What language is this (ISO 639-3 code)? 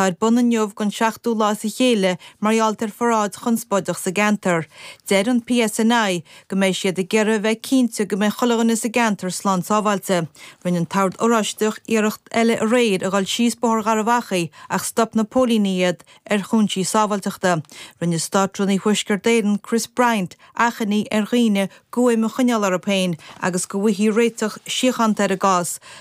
gle